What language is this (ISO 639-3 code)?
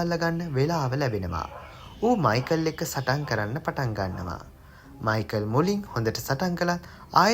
sin